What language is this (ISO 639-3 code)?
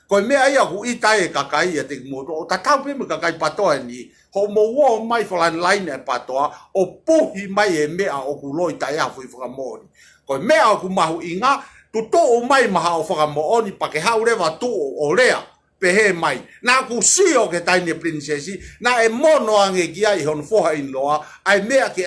ton